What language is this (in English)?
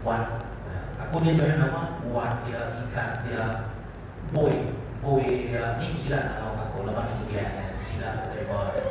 Iban